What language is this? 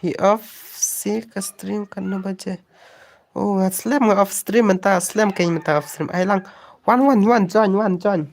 Khasi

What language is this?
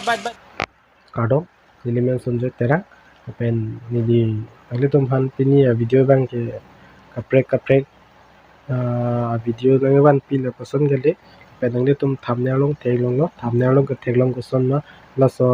Karbi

